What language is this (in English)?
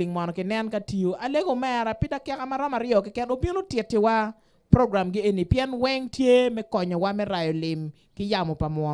Acoli